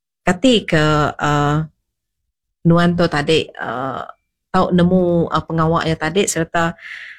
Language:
Iban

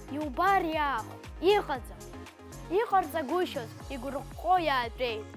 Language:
Abkhazian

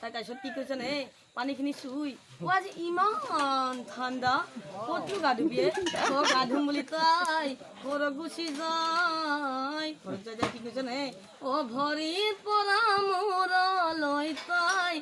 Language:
Assamese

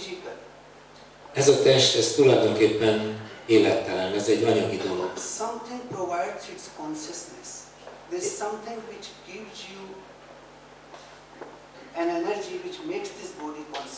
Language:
Hungarian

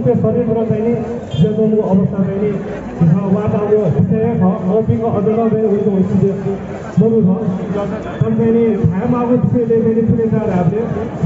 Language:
Newari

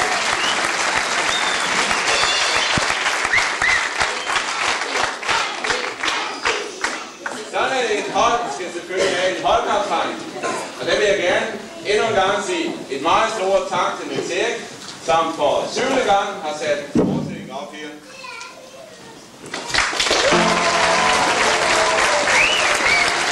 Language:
Danish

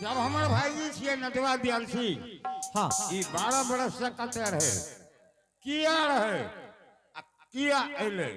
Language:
Angika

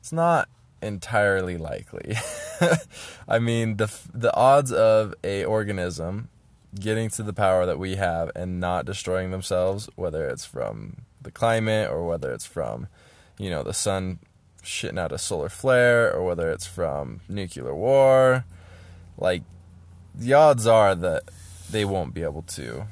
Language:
English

